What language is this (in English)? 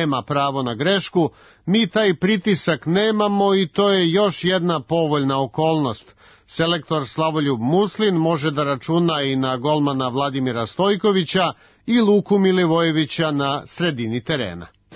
Serbian